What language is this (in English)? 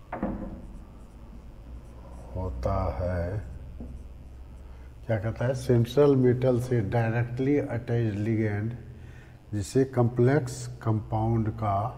Hindi